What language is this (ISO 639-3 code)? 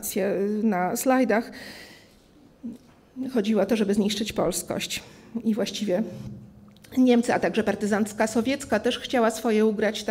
pol